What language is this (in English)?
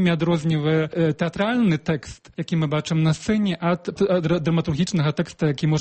Belarusian